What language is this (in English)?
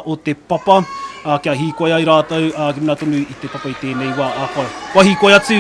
Māori